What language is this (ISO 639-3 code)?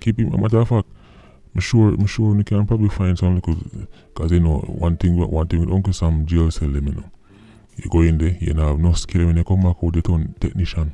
jam